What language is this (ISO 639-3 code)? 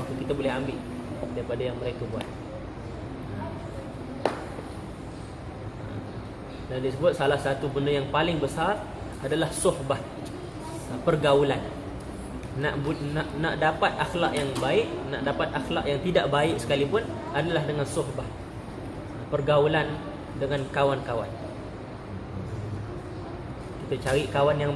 msa